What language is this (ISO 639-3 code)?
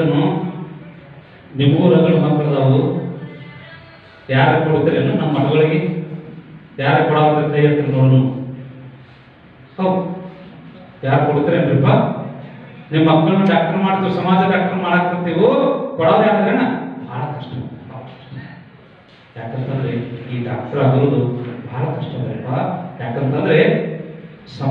kan